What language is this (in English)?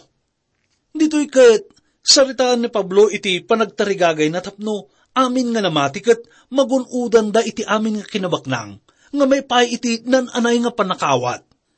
Iloko